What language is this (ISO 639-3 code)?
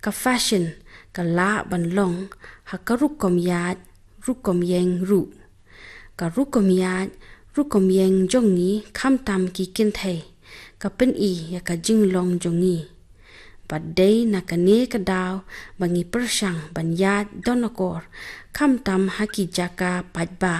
kha